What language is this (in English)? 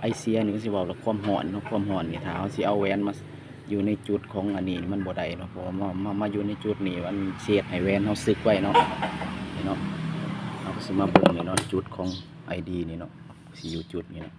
Lao